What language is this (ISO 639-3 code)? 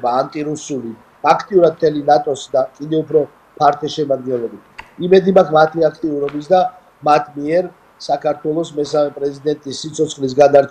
kat